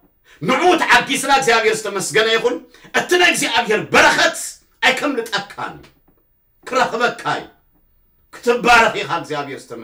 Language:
Tigrinya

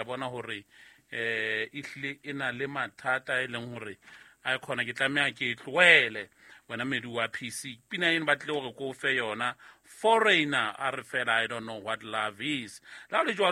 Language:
Southern Sotho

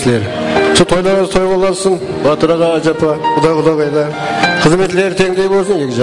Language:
Kara-Kalpak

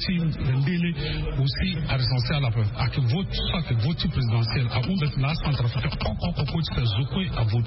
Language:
Sango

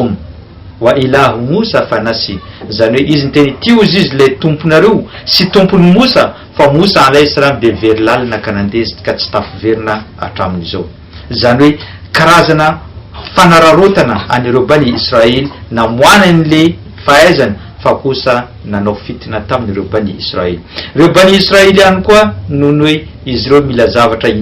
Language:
Malagasy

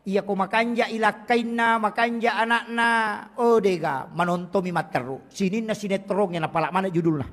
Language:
Buginese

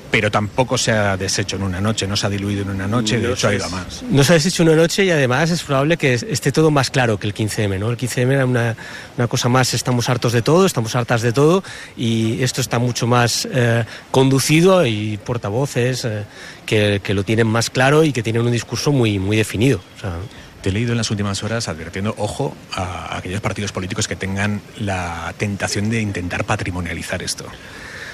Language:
Spanish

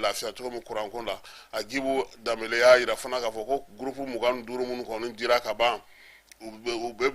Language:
Bambara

